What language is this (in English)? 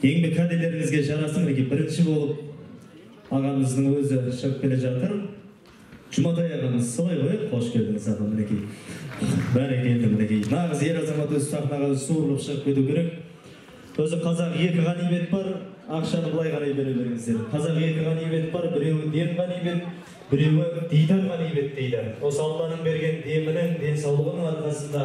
Kazakh